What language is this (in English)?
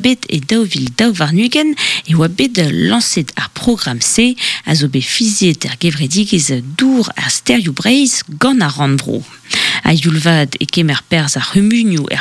Breton